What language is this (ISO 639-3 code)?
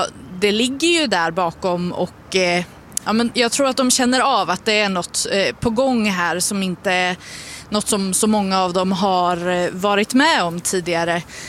swe